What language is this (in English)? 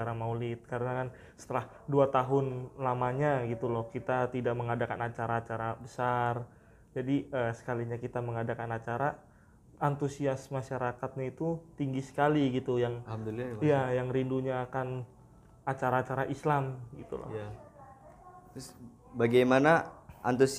Indonesian